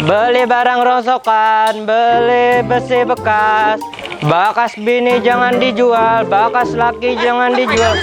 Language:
Banjar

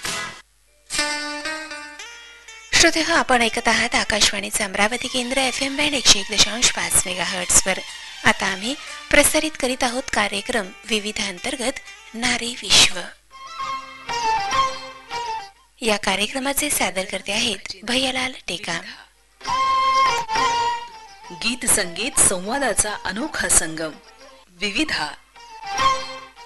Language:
Marathi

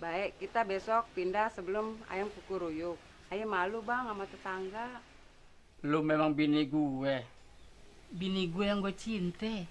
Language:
Betawi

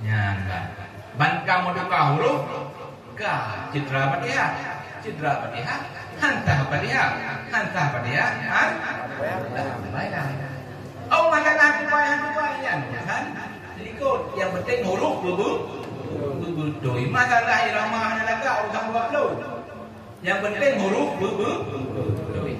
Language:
Achinese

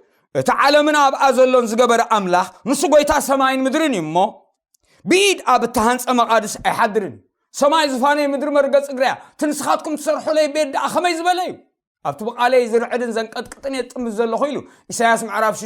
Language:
Tigrinya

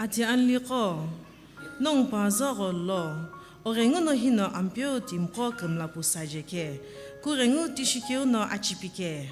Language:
Sumi Naga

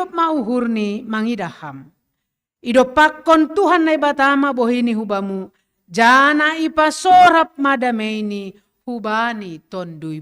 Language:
Batak Simalungun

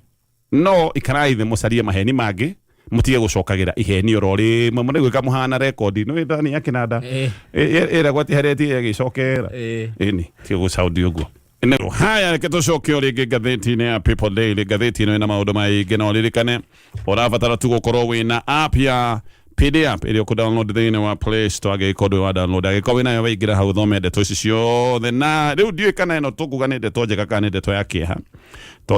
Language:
Kikuyu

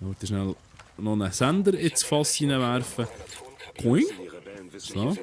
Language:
Swiss German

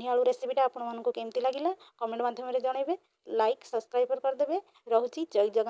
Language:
Odia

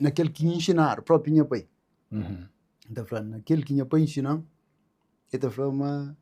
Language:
Kabuverdianu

